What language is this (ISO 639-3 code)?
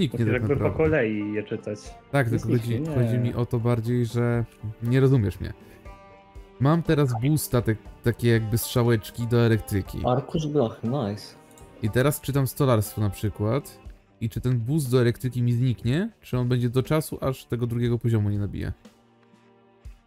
pol